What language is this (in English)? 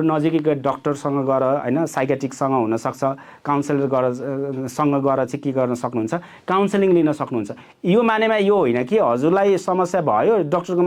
Nepali